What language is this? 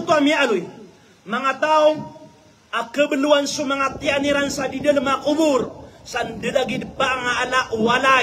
Maranao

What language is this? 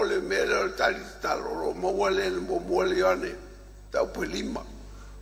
Samoan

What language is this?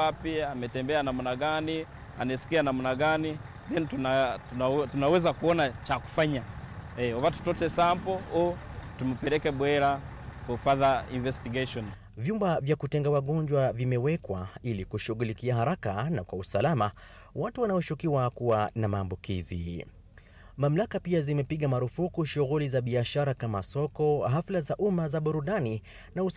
Swahili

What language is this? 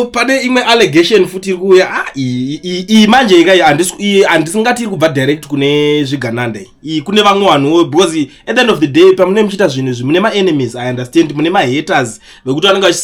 Shona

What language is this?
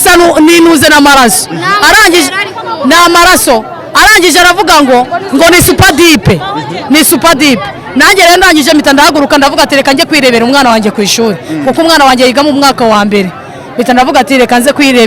Kinyarwanda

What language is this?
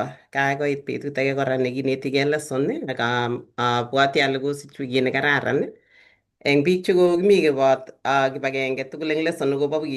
Kalenjin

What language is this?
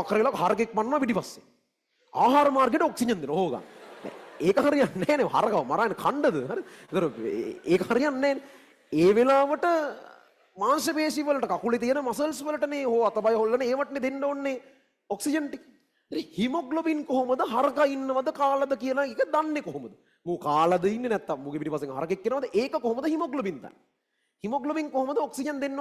Sinhala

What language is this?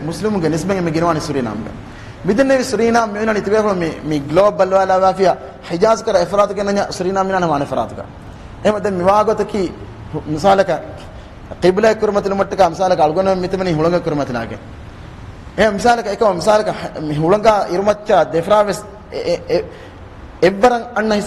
Divehi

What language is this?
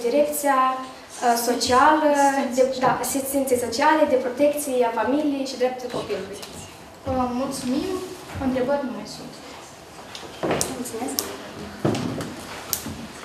Romanian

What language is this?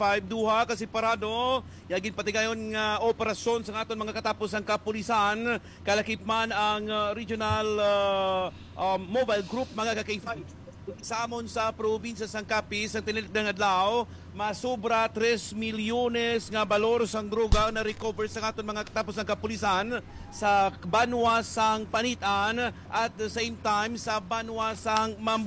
Hiligaynon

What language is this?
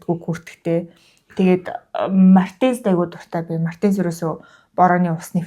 Mongolian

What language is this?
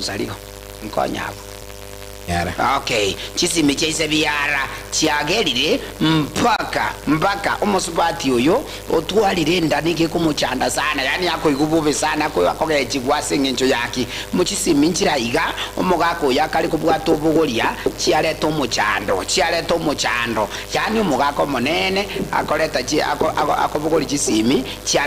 Gusii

